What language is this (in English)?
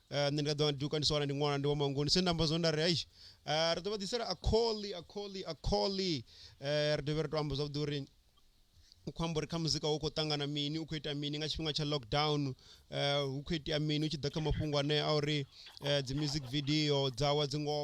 Venda